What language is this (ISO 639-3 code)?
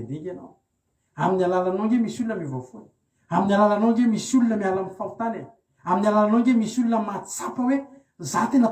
mlg